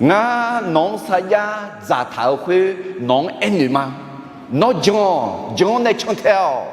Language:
Akha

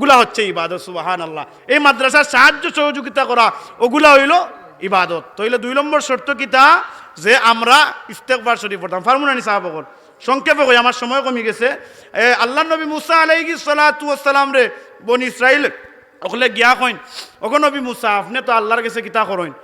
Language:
Sylheti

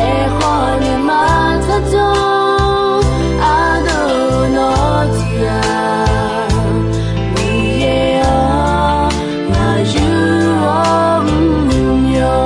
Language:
Akha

